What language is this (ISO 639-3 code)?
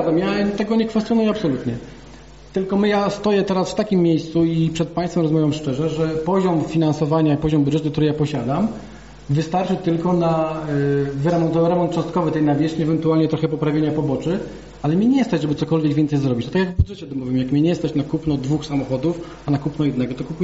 pol